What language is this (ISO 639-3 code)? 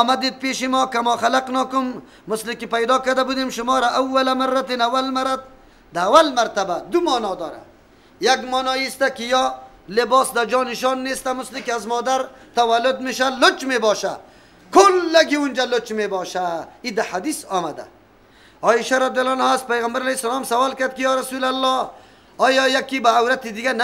fas